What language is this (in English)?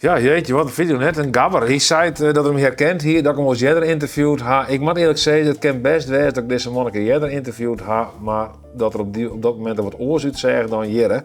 Western Frisian